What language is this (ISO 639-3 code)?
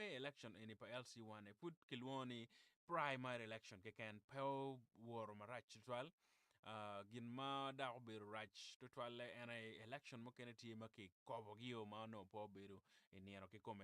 ach